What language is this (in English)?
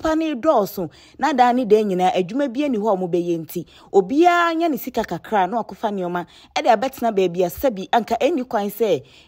Akan